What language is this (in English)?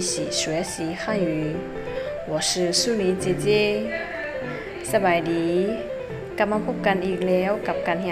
Lao